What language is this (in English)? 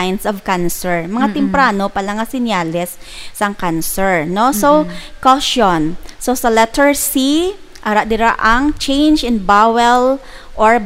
Hiligaynon